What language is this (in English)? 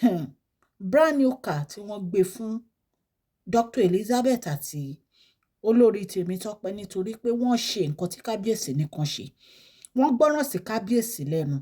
Yoruba